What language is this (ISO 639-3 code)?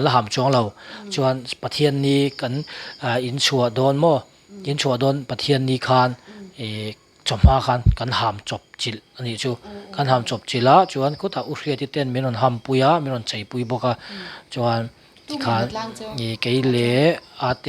lus